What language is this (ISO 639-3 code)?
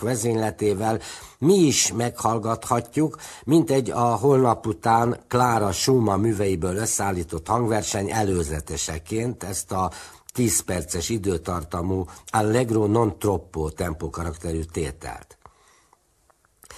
hun